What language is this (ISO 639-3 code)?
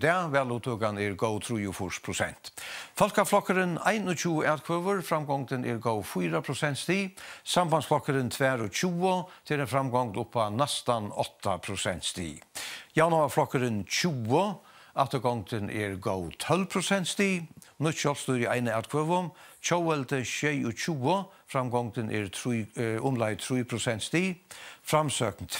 fao